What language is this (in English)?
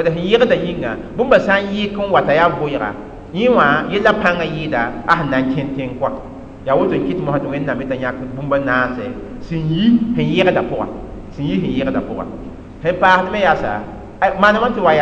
Mossi